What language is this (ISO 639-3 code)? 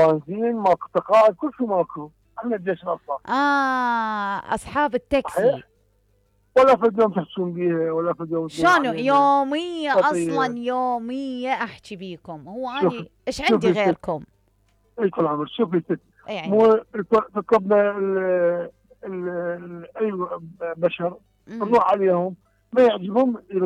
acm